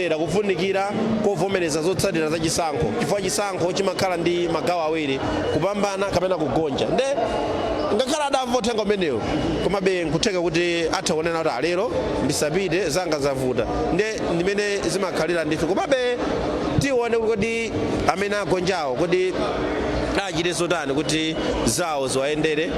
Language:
Nyanja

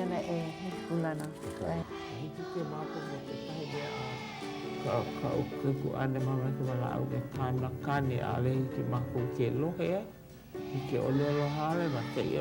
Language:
Hawaiian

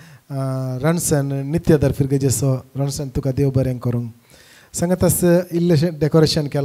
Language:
Konkani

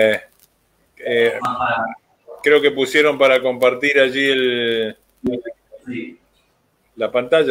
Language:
Spanish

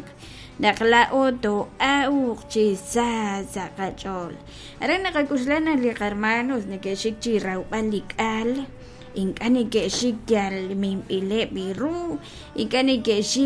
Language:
Kekchí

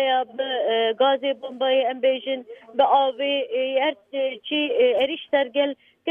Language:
Kurdish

